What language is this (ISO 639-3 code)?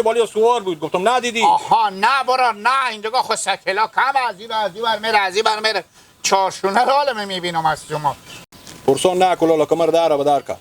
haz